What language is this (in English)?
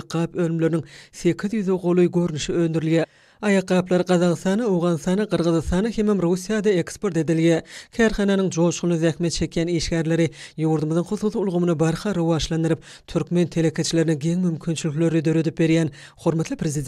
Turkmen